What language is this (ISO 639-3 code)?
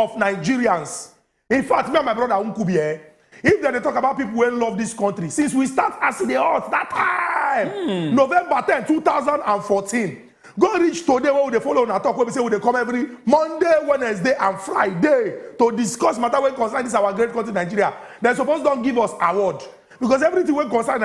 pcm